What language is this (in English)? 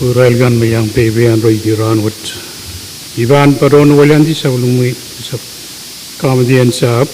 Pohnpeian